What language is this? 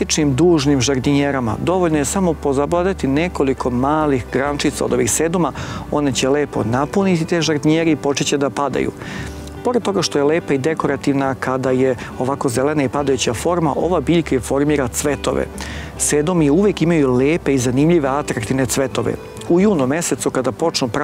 Serbian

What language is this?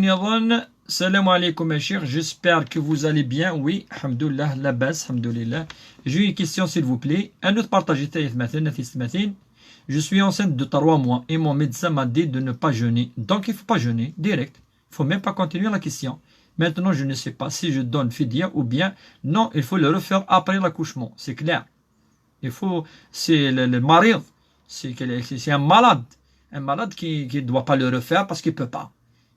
Kabyle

